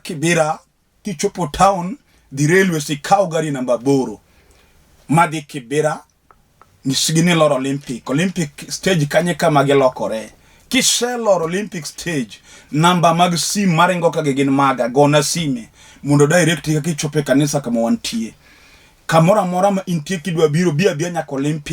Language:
Luo (Kenya and Tanzania)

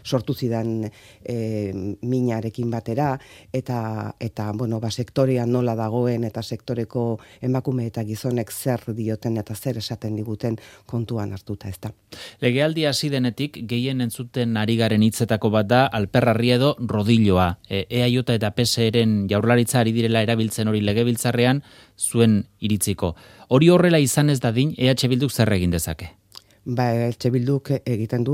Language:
Basque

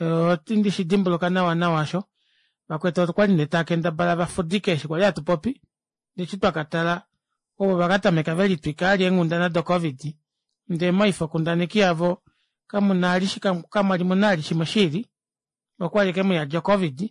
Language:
Kuanyama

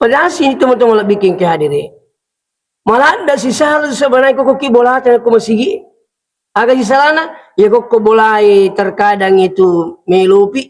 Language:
Buginese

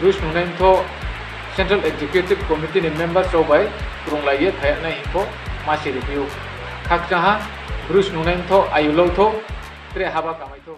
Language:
Riang (India)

